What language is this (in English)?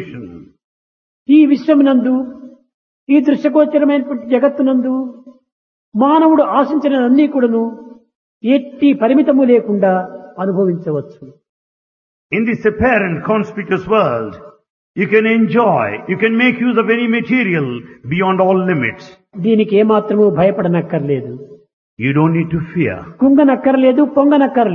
Telugu